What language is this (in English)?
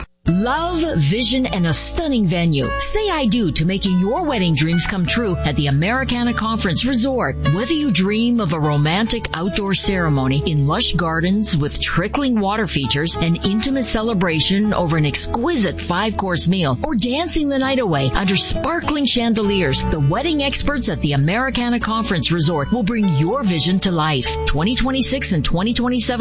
English